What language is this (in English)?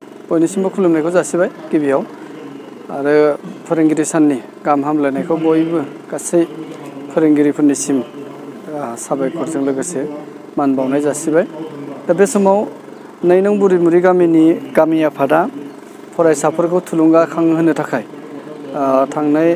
Bodo